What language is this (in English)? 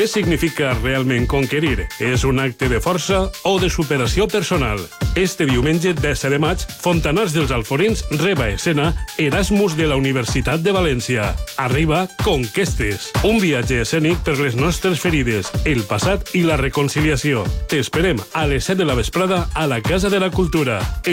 Catalan